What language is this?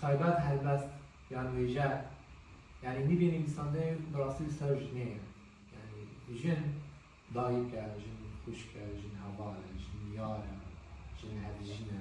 Kurdish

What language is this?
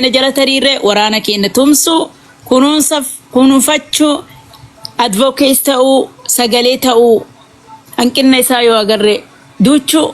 Oromo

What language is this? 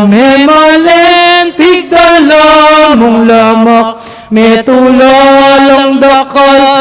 Pampanga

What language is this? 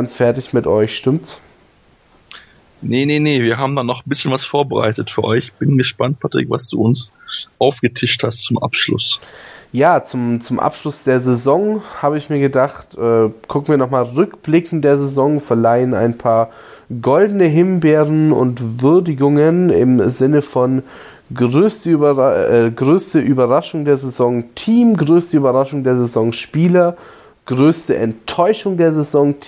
German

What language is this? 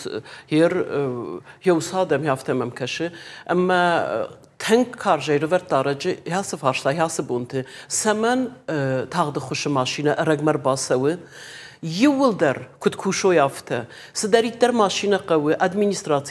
Ossetic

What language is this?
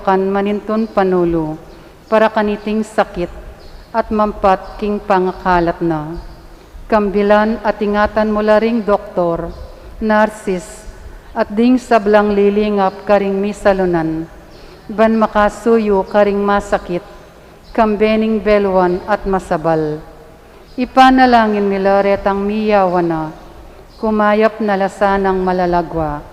Pampanga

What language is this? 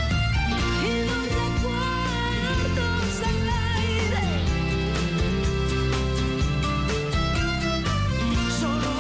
Spanish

